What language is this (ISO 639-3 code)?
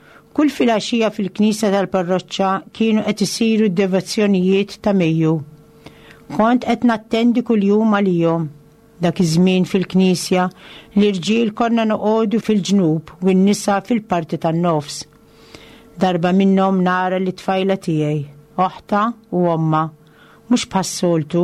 mlt